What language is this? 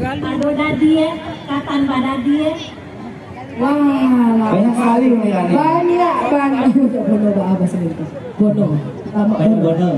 Minangkabau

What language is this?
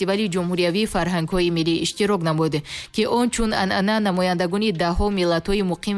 Tajik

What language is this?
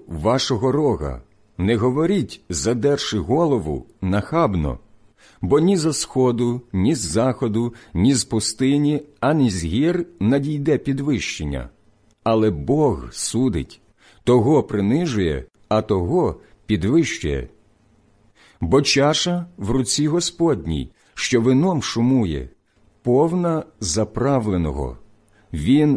Ukrainian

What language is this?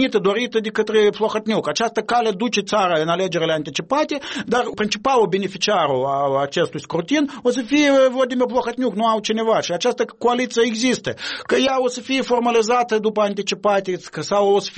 Romanian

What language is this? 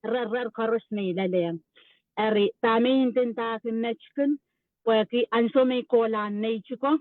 Pohnpeian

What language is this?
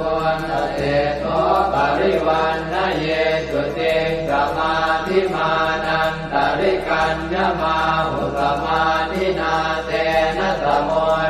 Pali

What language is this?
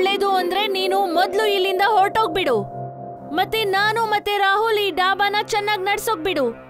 Kannada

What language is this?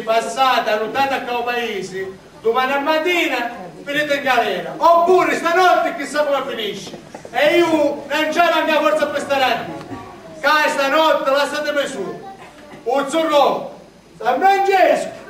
Sicilian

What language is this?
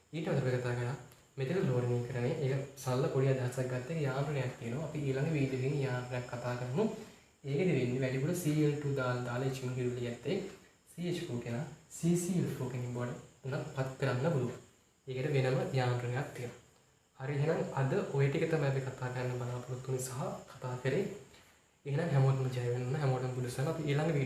Sinhala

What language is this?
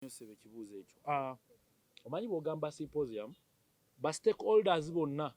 Ganda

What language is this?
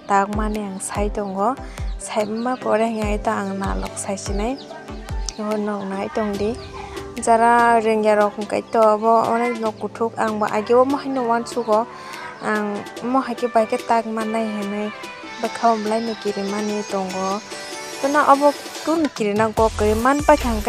Kok Borok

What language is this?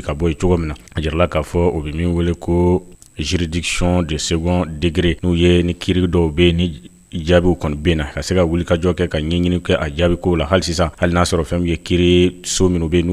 Bambara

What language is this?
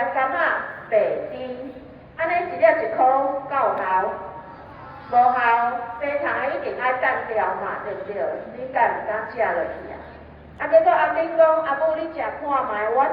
Min Nan Chinese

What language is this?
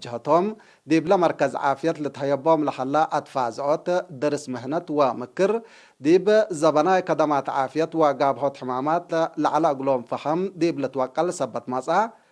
Tigre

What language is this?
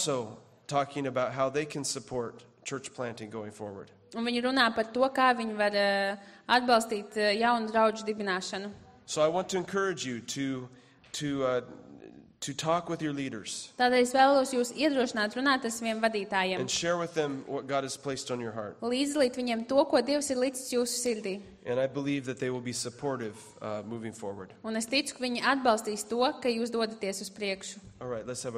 Latvian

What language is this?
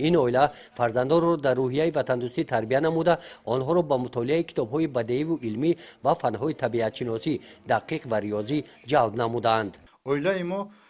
Tajik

